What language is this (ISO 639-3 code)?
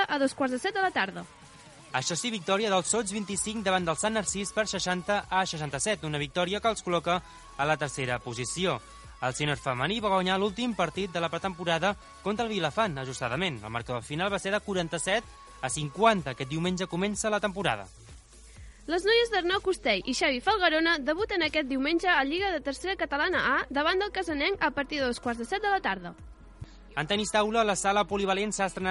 cat